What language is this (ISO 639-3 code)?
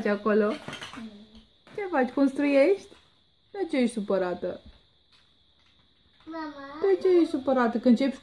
ron